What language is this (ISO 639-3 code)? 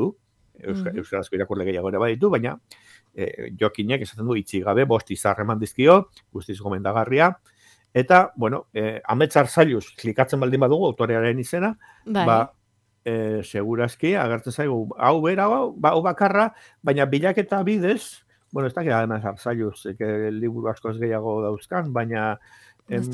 eus